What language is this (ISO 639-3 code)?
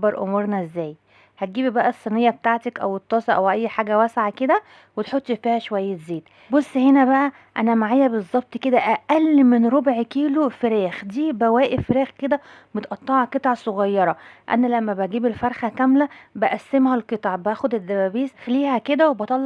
arz